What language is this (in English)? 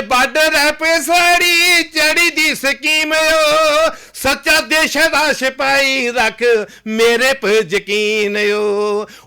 Dogri